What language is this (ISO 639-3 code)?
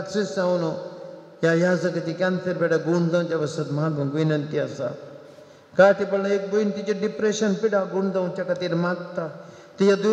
kok